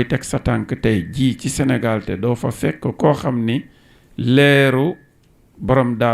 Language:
Wolof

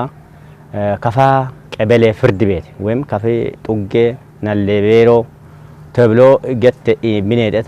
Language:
Kafa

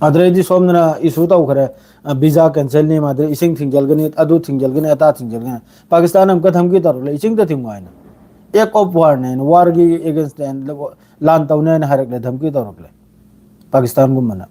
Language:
Manipuri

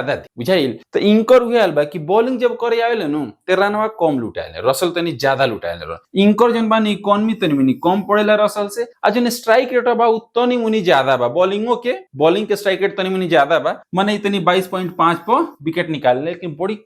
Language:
Bhojpuri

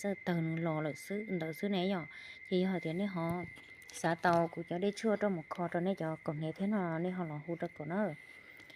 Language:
Hmong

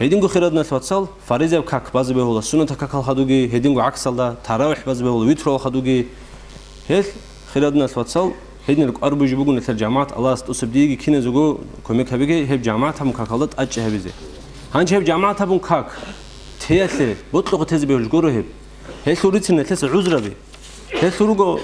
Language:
Avaric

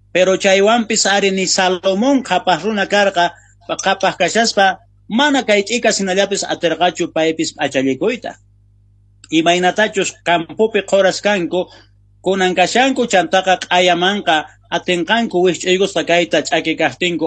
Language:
South Bolivian Quechua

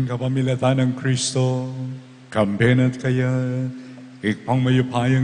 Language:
Pampanga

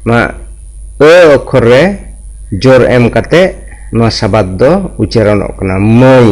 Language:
Santali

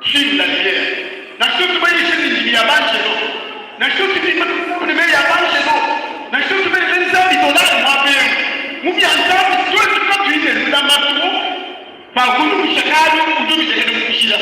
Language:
Luba-Lulua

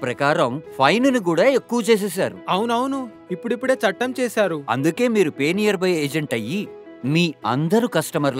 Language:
Telugu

